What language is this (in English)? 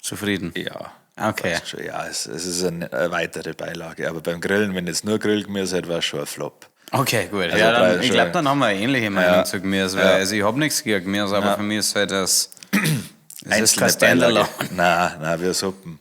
Bavarian